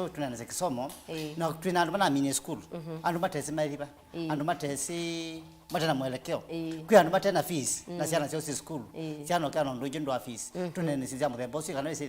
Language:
Kamba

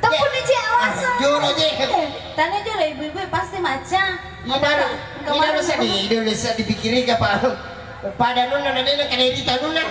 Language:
Buginese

